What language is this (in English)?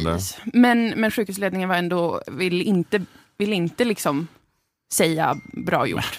Swedish